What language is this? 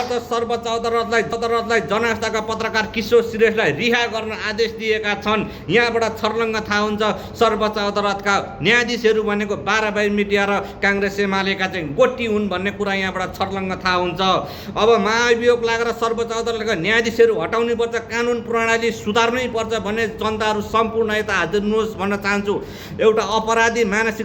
Nepali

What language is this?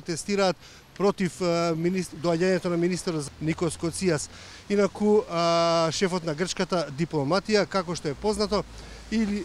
Macedonian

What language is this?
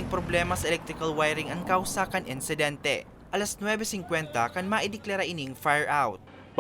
Bikol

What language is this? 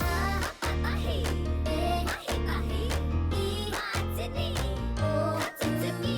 Māori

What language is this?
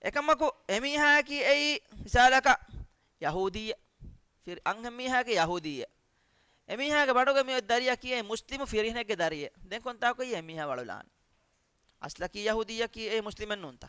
Divehi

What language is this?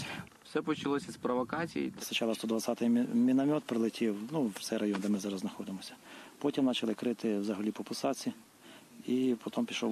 Ukrainian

